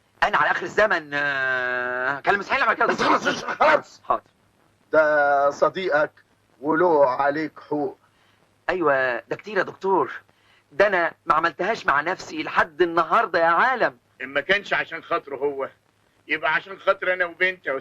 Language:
Egyptian Arabic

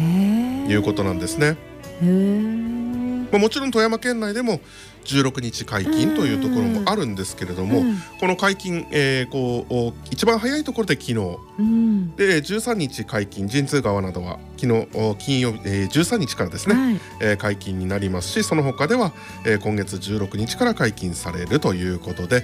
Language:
Japanese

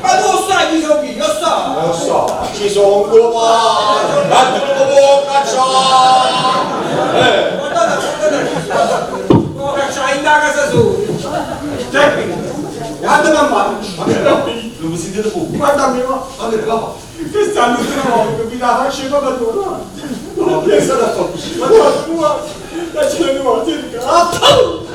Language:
Neapolitan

